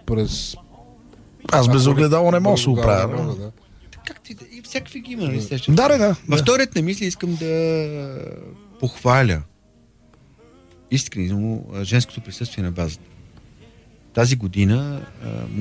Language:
Bulgarian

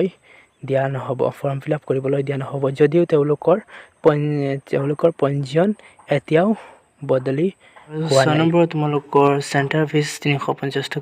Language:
Assamese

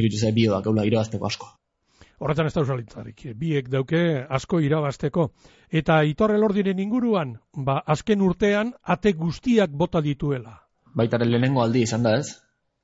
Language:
Basque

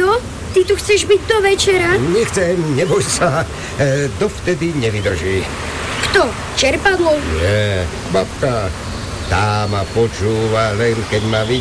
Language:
Slovak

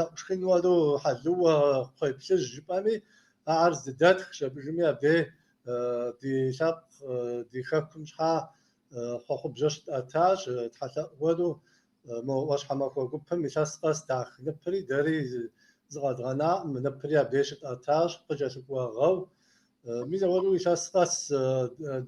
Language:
Kabardian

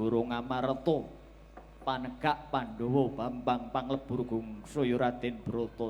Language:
Javanese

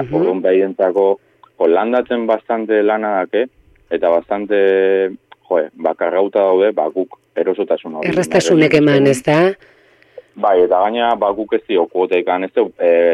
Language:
Basque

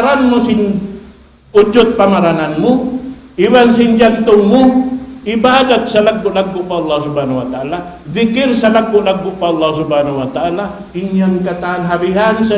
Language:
Tausug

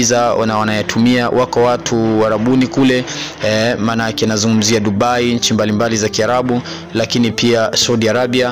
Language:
Swahili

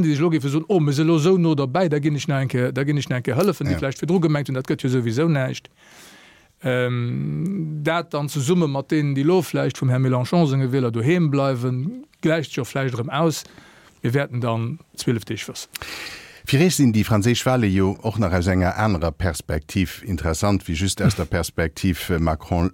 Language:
Luxembourgish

